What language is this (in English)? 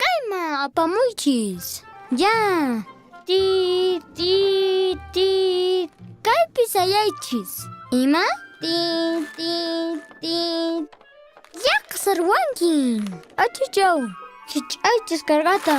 Quechua